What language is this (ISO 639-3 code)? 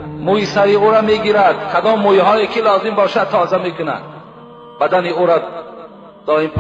tgk